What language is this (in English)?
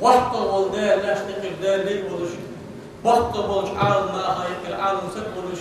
Ingush